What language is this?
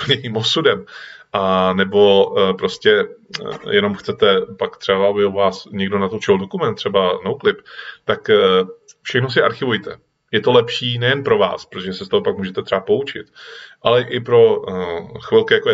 Czech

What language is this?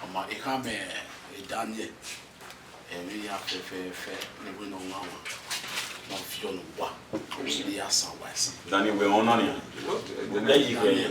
Bini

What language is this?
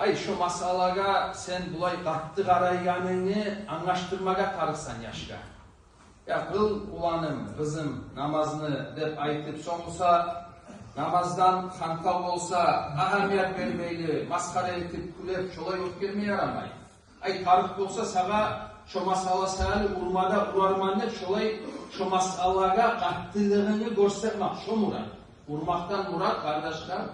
Kumyk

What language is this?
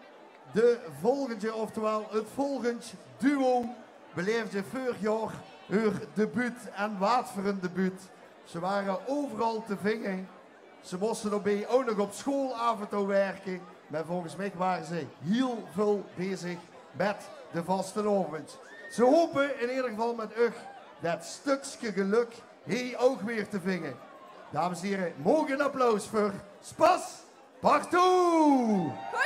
Limburgish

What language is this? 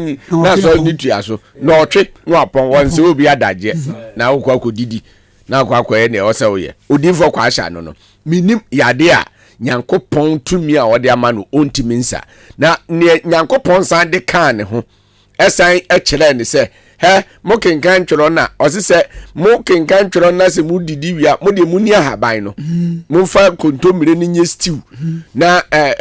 Akan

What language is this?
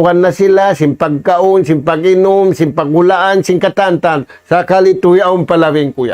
Tausug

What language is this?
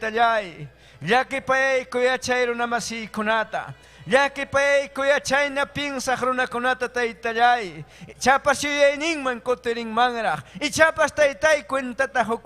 Ayacucho Quechua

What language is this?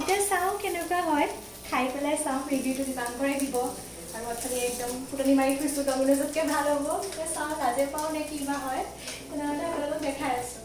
Assamese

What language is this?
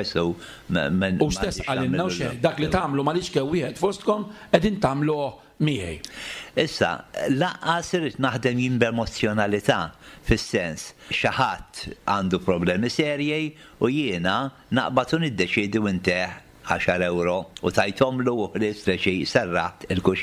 Maltese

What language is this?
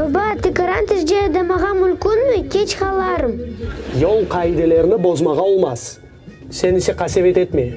Crimean Tatar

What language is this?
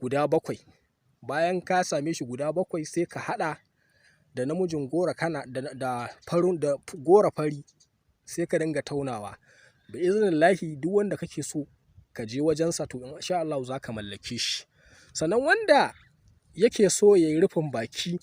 Hausa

